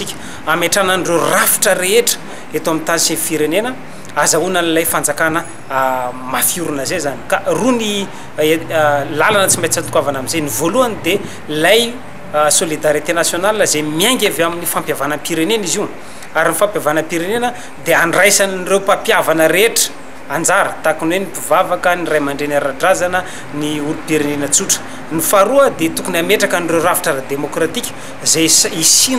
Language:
Malagasy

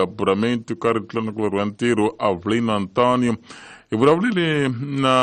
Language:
Tsonga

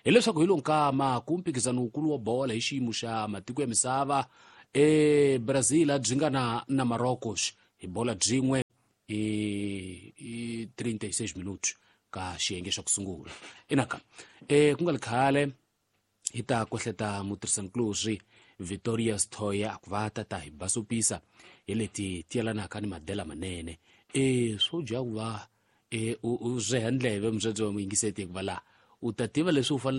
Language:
Tsonga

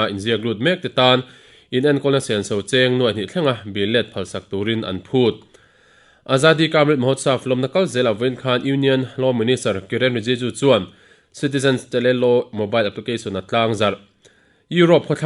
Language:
Mizo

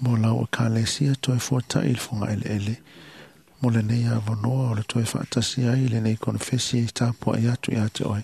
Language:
Samoan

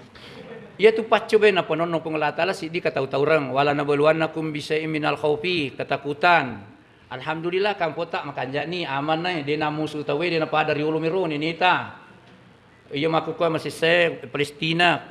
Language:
Buginese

